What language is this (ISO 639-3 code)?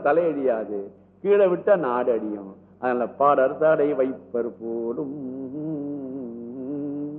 tam